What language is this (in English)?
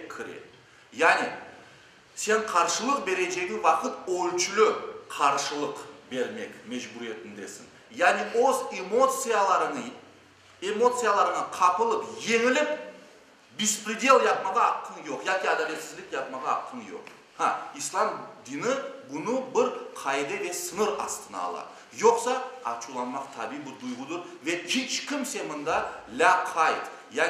Crimean Tatar